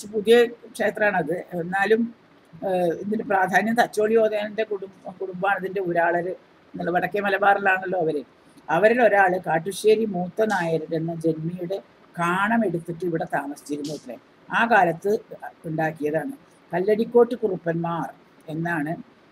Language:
Malayalam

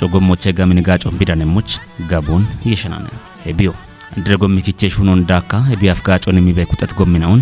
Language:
Kafa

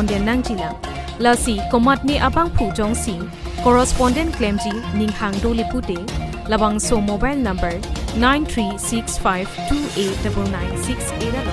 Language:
Karbi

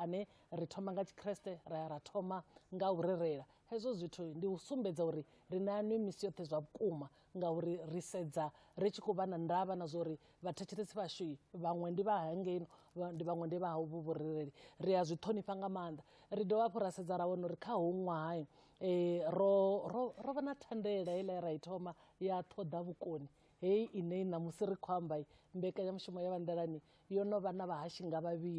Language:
Venda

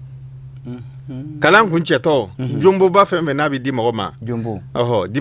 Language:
Bambara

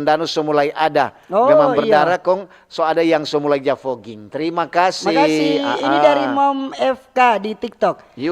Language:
Manado Malay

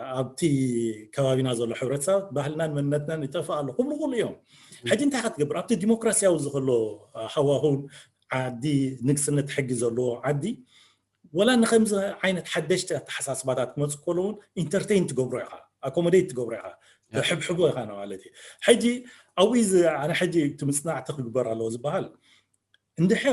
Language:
Tigrinya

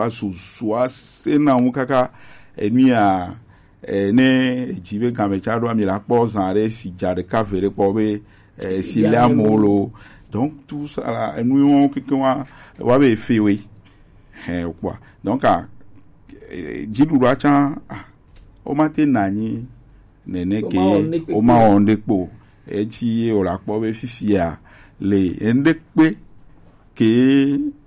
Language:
Gen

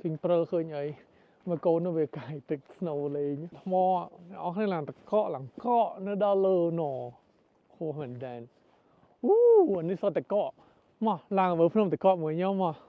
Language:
Khmer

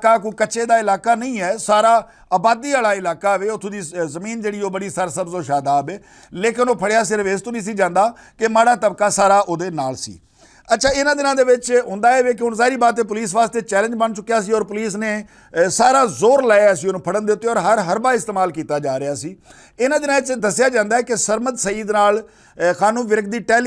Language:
Western Panjabi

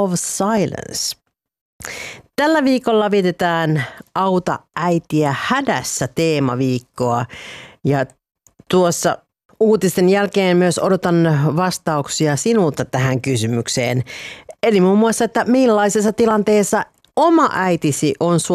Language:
Finnish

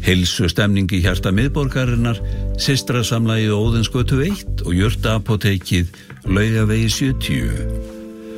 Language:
Icelandic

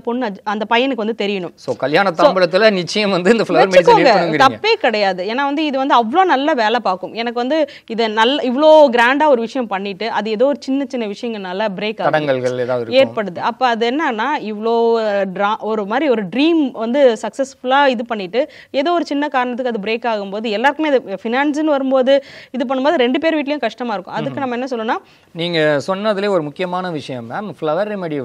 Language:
Tamil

